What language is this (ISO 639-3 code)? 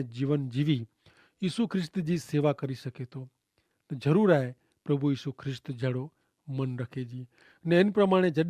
kfr